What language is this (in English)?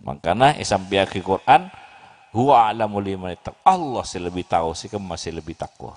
Madurese